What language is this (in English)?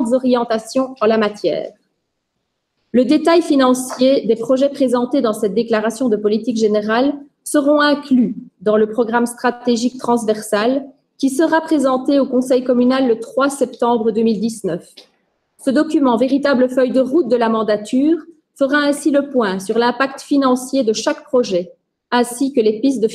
French